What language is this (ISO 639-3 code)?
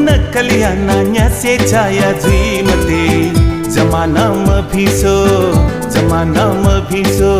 new